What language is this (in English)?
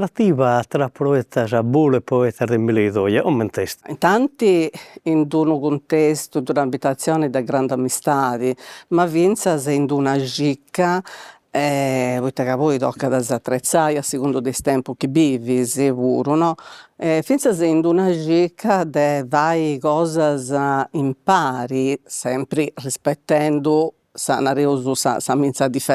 Sardinian